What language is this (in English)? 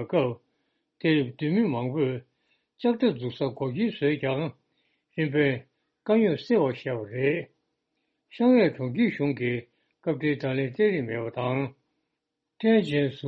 Tibetan